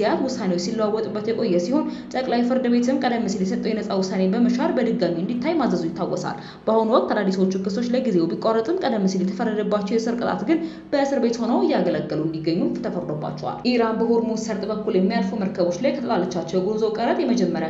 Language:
Amharic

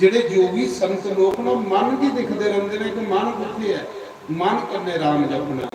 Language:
Dogri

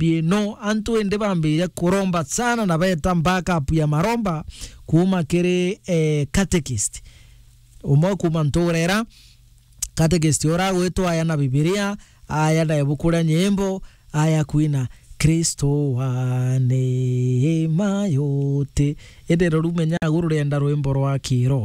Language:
Meru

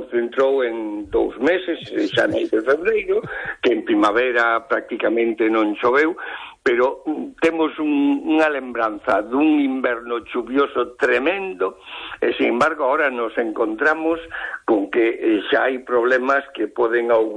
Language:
Galician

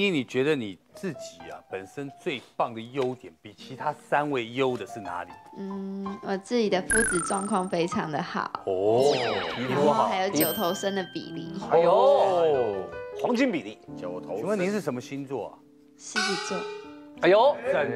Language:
Chinese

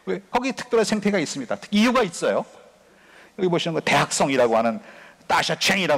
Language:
Korean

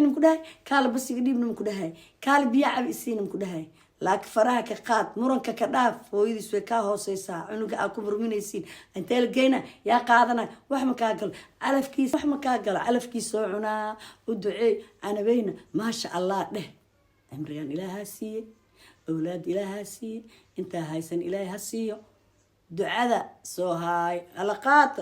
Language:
Somali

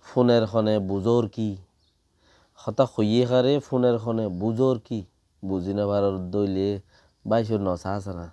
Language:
Rohingya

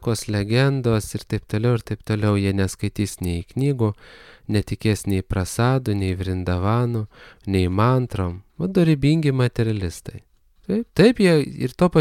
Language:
Lithuanian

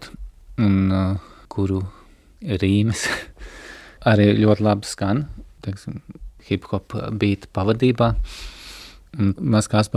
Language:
Latvian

